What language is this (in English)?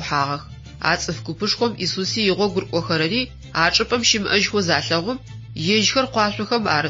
Adyghe